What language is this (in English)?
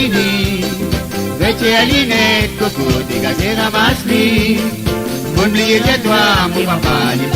Morisyen